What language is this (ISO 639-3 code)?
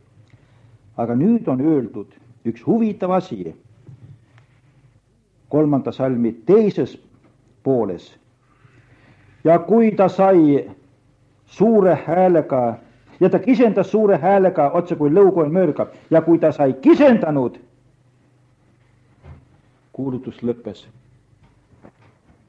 est